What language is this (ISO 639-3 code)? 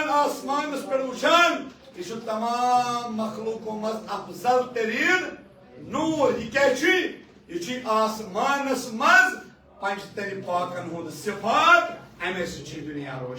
kas